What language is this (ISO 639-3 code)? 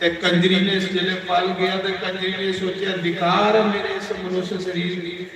doi